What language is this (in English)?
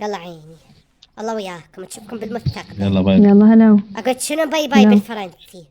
Mesopotamian Arabic